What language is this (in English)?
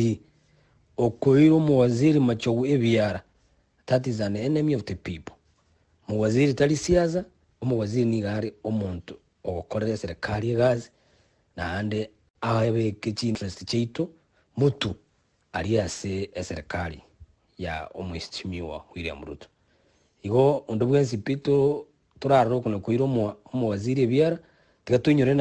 Gusii